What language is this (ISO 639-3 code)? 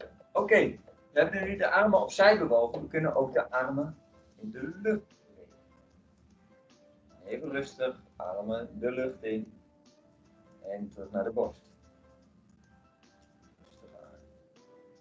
nld